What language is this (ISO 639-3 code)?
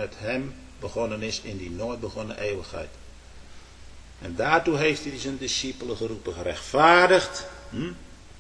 nld